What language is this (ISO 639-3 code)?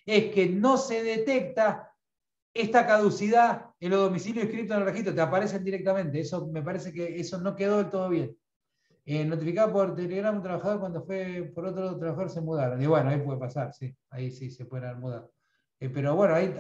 spa